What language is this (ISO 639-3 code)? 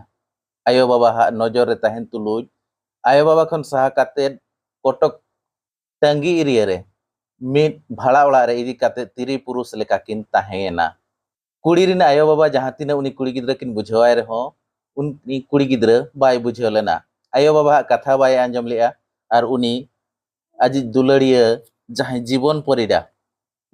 sat